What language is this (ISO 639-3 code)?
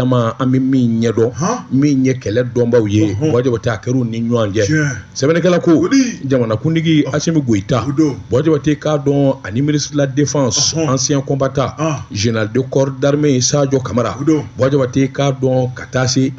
bam